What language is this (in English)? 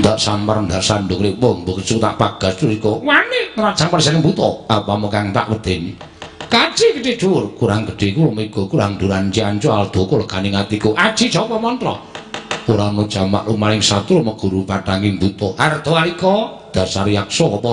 Javanese